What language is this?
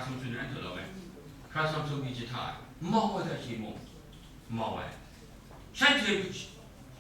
Kachin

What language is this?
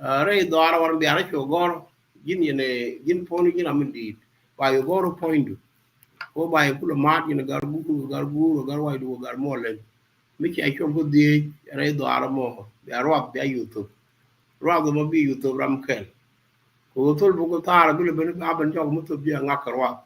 Nuer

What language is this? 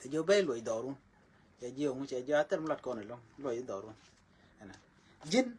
Nuer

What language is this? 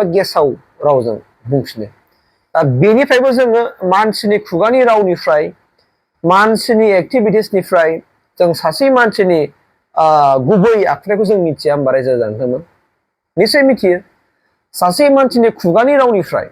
Bodo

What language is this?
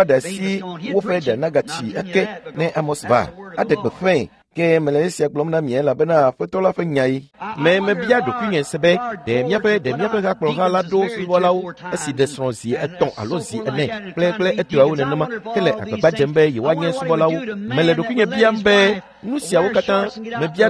Ewe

